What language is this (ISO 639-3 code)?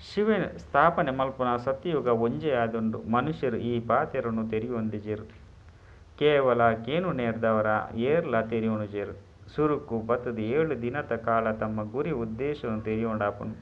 tcy